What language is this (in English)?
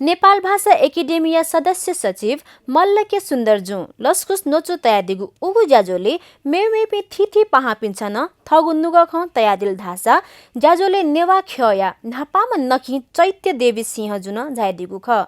Newari